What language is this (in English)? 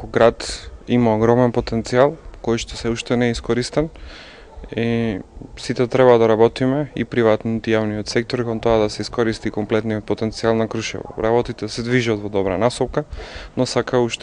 Macedonian